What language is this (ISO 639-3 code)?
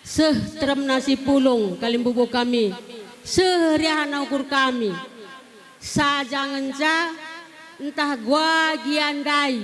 btx